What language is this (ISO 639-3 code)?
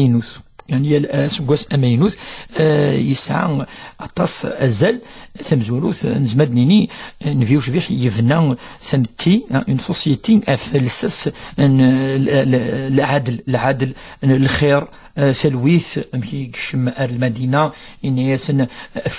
kab